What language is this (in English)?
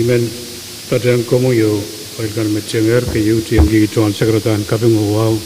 Pohnpeian